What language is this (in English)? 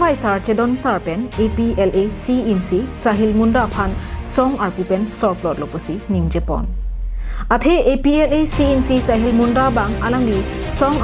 Karbi